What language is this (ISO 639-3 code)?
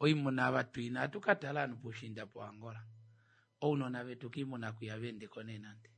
kua